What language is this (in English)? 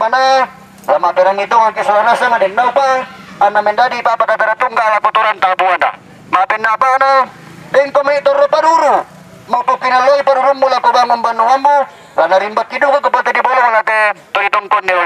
Toraja-Sa'dan